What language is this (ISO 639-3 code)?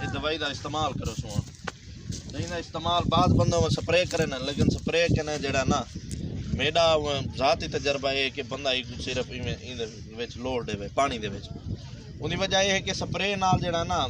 skr